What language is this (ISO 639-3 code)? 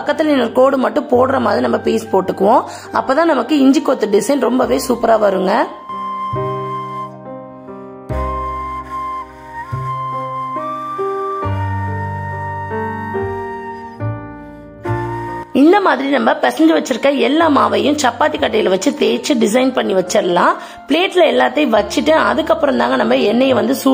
tam